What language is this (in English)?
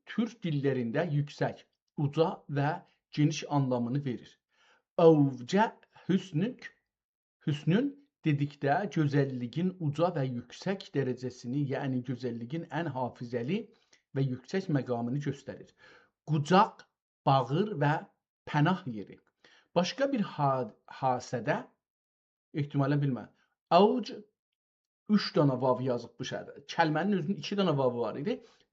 South Azerbaijani